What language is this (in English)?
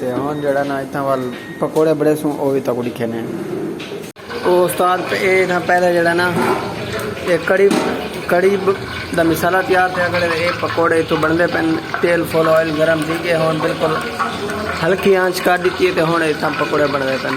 Saraiki